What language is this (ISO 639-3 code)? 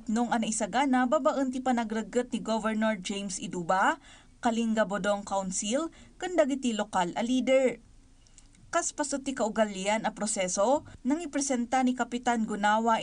ilo